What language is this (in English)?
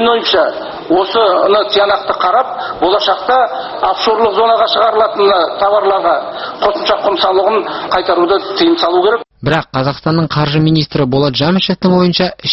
Kazakh